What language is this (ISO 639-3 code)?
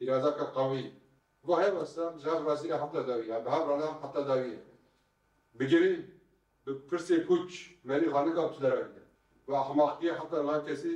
kur